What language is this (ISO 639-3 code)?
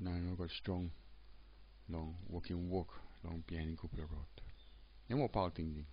tpi